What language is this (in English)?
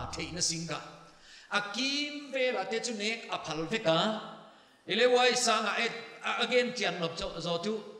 Paite Chin